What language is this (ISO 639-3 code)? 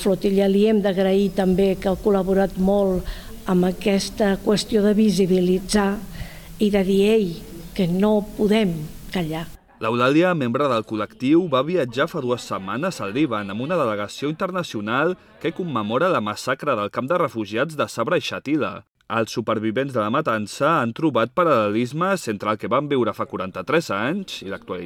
cat